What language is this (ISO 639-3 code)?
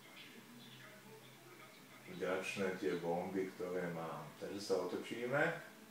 slk